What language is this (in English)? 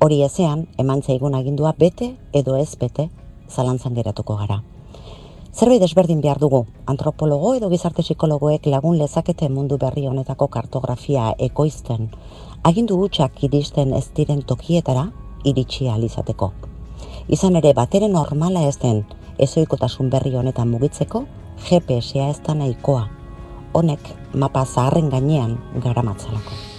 Basque